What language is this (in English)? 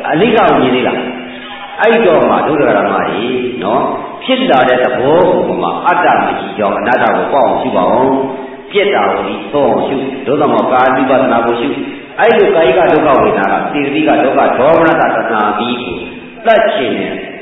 Burmese